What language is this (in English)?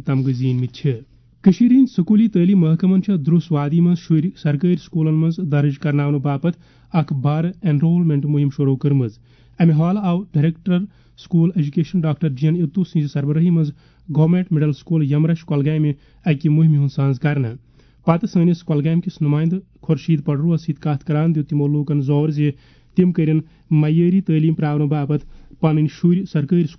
Kashmiri